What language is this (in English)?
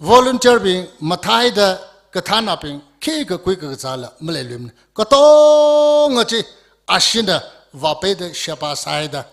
Tangkhul Naga (India)